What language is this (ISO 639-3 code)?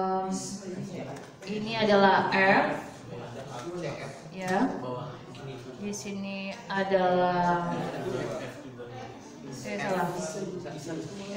ind